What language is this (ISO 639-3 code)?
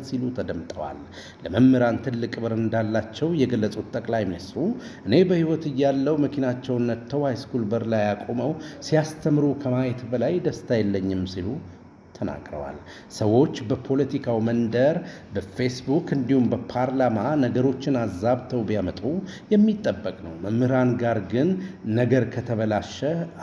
amh